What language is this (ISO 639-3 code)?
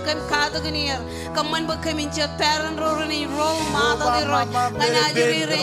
mah